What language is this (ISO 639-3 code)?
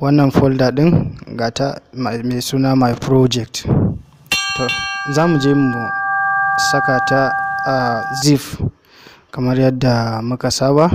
hau